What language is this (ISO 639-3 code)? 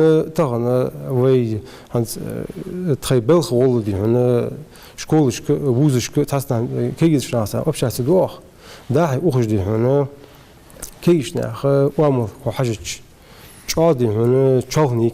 inh